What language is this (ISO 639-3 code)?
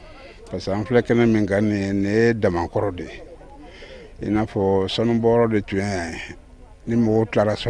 bam